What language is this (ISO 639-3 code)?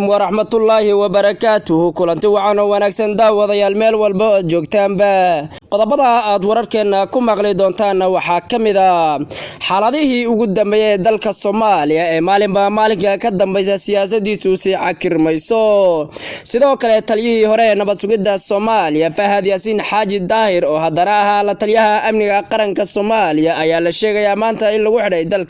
som